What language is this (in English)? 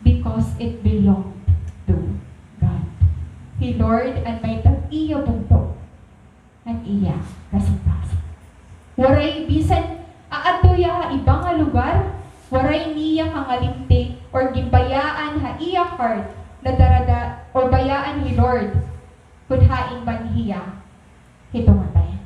Waray